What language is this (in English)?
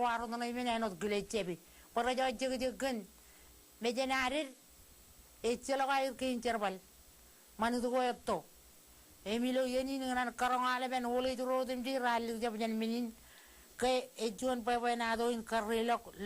Marshallese